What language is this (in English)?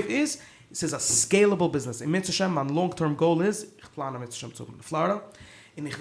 Yiddish